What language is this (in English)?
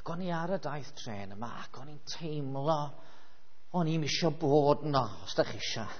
Welsh